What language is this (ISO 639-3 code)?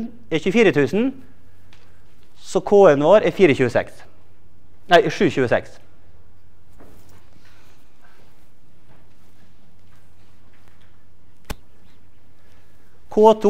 nor